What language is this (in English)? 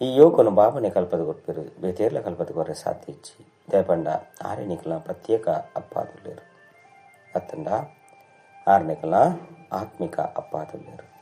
Tulu